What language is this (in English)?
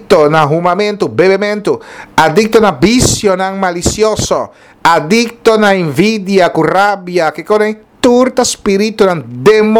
Papiamento